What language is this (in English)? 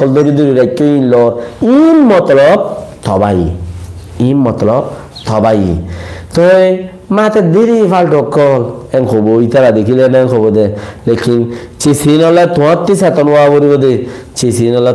Rohingya